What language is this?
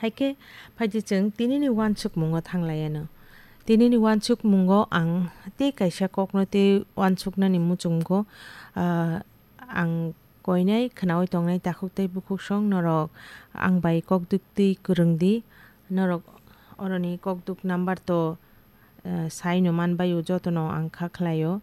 Kok Borok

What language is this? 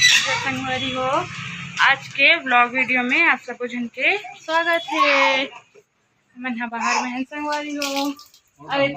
Chhattisgarhi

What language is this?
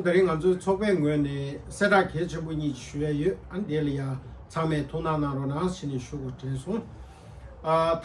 Tibetan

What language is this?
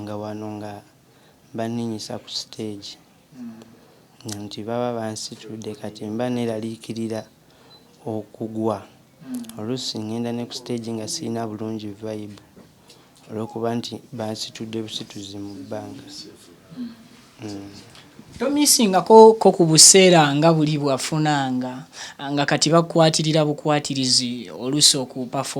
Ganda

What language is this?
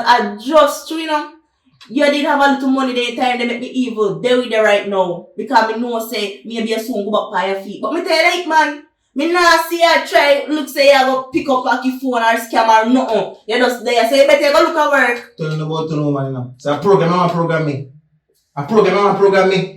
Jamaican Creole English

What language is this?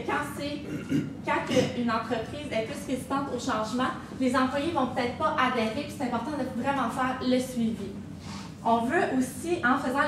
French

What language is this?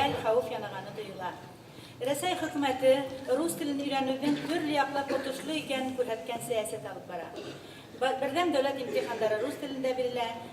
Bashkir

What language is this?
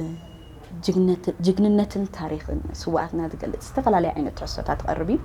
Tigrinya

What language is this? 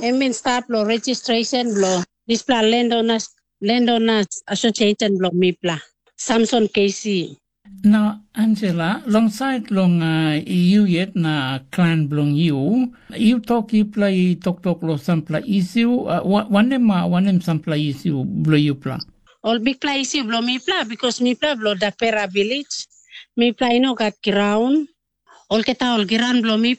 Tok Pisin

